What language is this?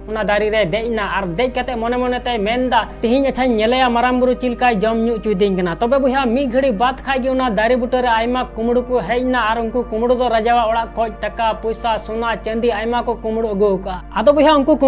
Santali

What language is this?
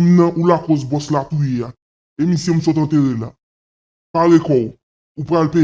Haitian Creole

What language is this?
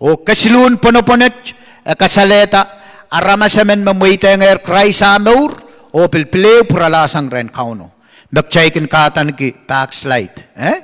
Pohnpeian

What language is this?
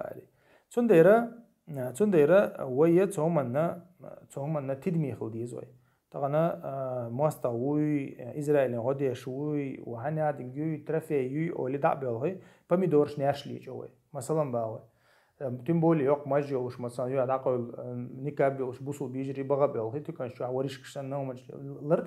Chechen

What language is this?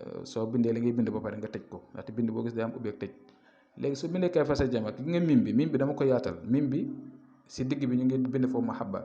Wolof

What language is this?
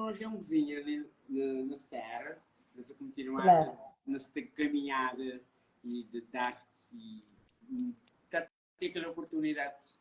Kabuverdianu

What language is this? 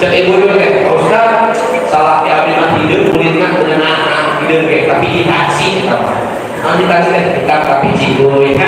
Sundanese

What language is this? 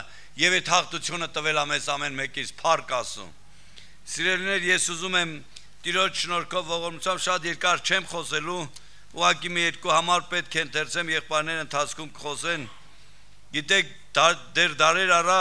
Armenian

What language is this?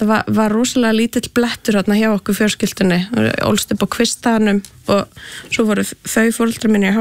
Icelandic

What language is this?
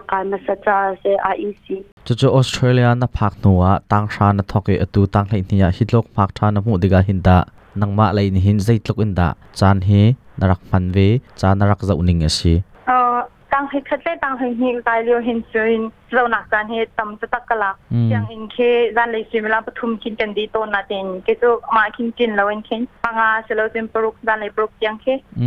Hakha Chin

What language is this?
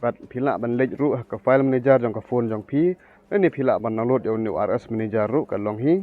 Khasi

